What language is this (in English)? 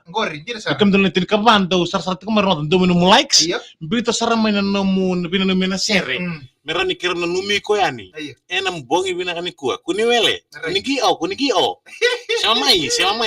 Fijian